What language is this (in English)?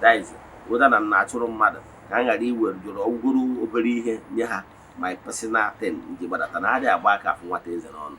Igbo